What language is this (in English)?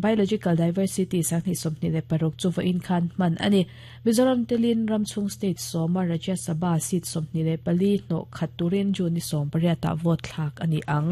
Mizo